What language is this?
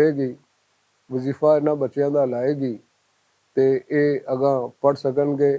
Western Panjabi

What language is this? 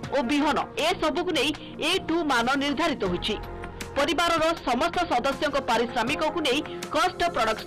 Odia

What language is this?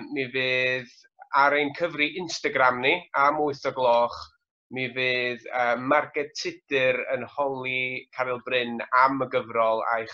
Welsh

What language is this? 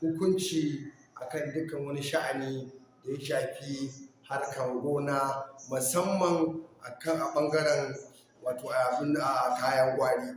Hausa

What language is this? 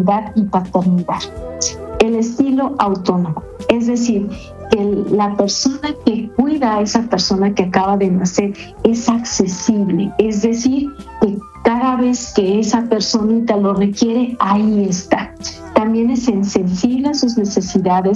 Spanish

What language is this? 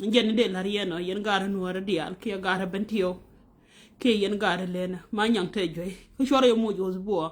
Nuer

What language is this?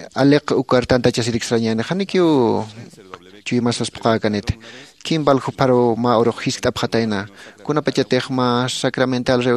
Aymara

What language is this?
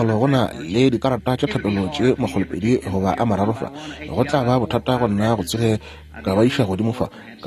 Northern Sotho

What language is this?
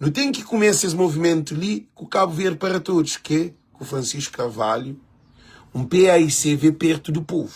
Kabuverdianu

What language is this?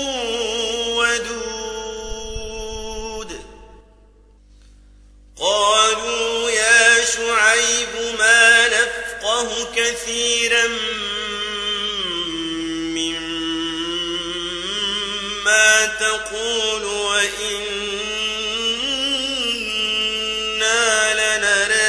Arabic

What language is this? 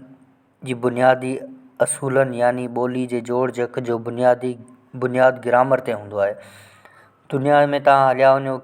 Sindhi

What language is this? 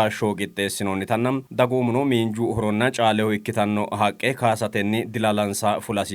Sidamo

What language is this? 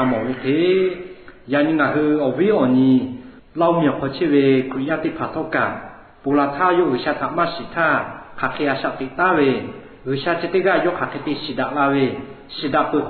Lahu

